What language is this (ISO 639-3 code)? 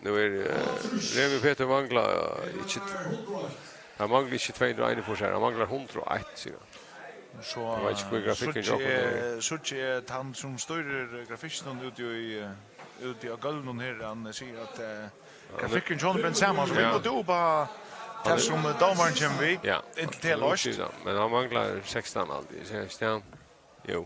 fao